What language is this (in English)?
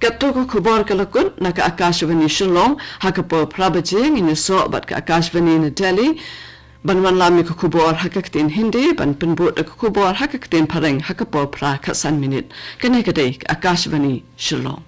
Khasi